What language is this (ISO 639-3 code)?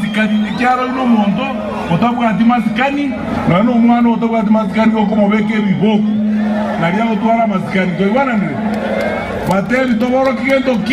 guz